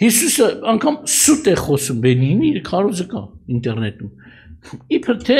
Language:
Armenian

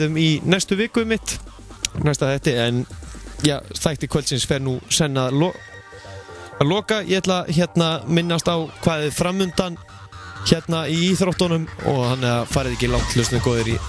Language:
Icelandic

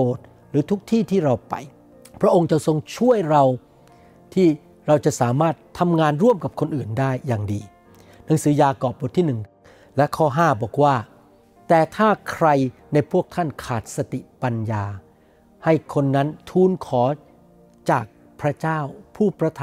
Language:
Thai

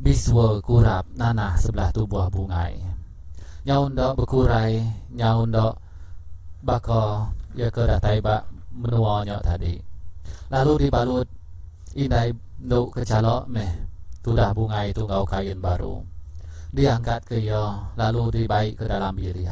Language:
Iban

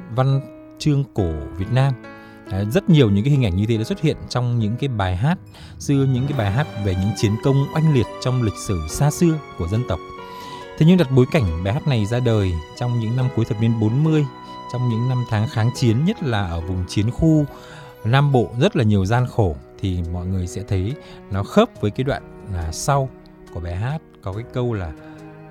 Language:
Vietnamese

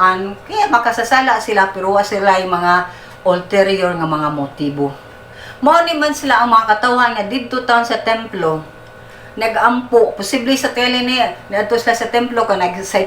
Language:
Cebuano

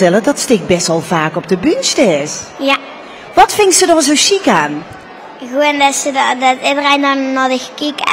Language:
Limburgish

